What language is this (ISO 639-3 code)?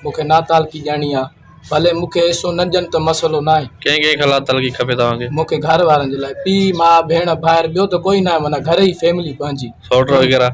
snd